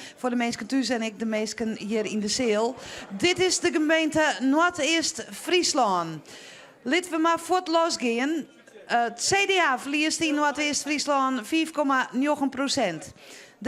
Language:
Western Frisian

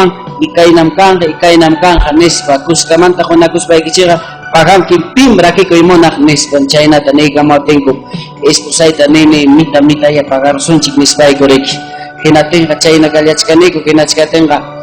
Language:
Ayacucho Quechua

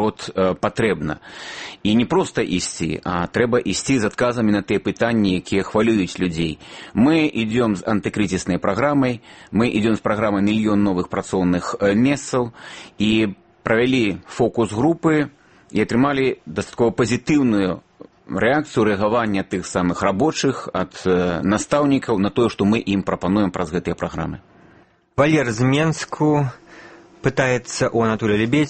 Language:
Belarusian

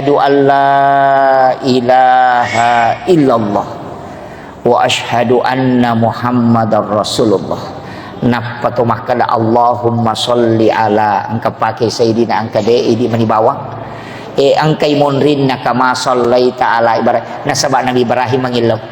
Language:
Buginese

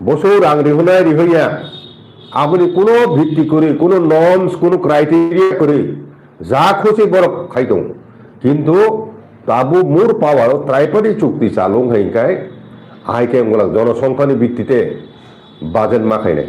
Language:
Kok Borok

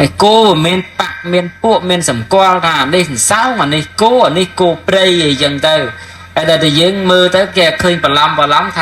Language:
Khmer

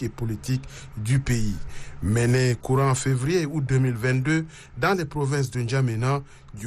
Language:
French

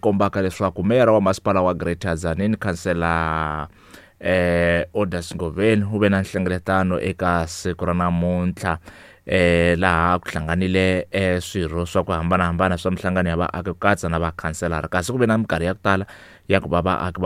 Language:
Tsonga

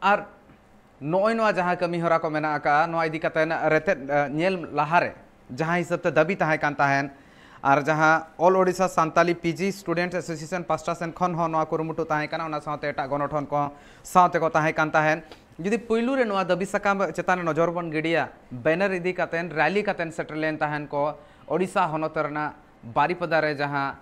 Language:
Santali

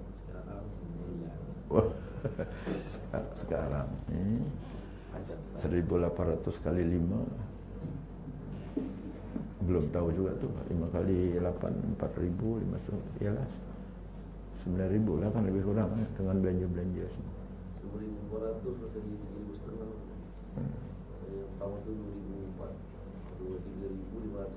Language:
Malay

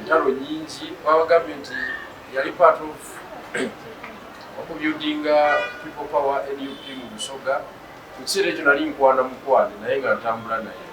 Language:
Ganda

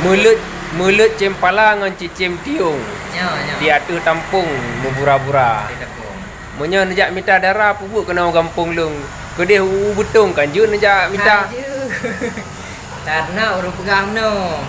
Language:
Achinese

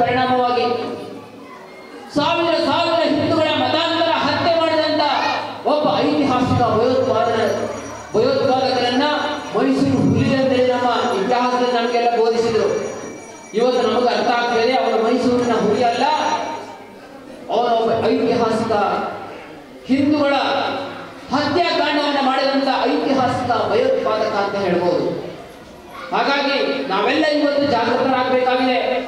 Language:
Kannada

